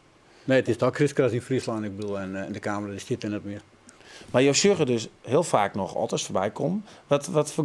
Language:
Western Frisian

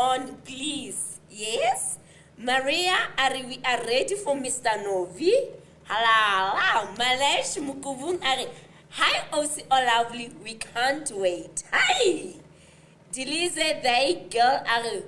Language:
Southern Sotho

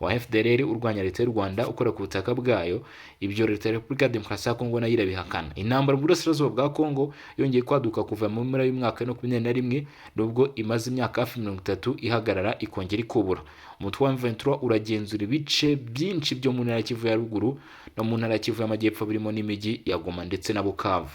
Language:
Kinyarwanda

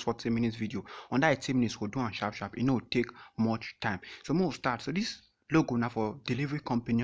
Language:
Nigerian Pidgin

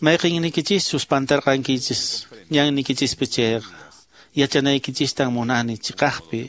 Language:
Quechua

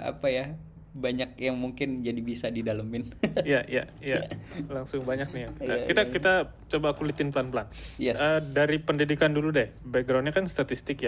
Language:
Indonesian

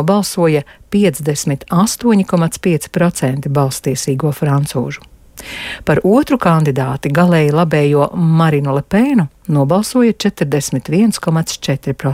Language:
Latvian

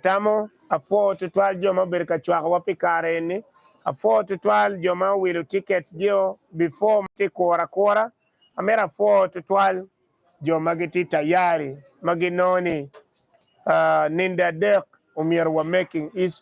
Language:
Acoli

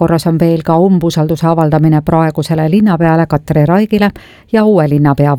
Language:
Estonian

